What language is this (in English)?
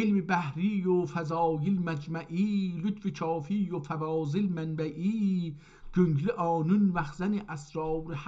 South Azerbaijani